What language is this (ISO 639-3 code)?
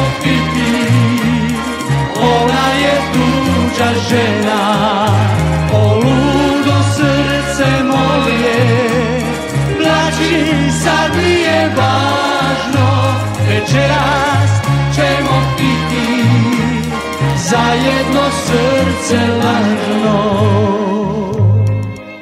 srp